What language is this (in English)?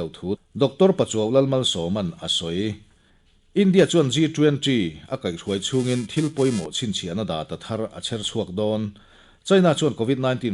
Mizo